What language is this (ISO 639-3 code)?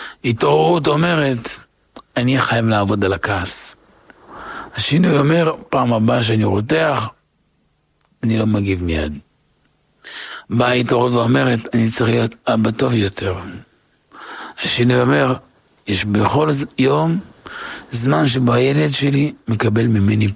heb